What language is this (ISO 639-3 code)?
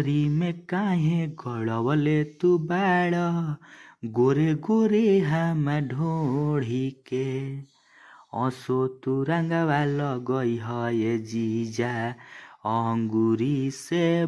bho